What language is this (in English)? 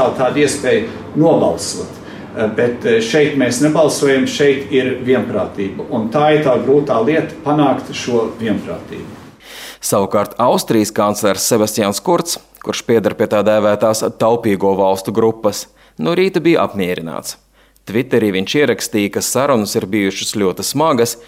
Latvian